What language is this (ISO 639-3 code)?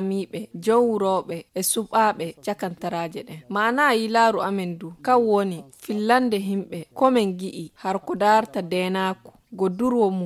ful